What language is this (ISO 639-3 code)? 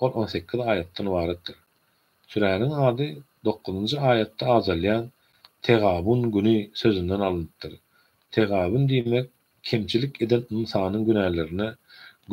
tuk